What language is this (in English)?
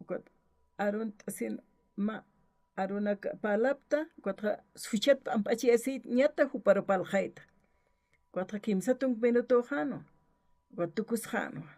Aymara